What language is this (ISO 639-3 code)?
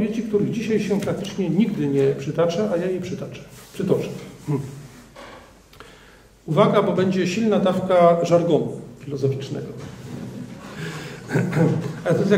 pol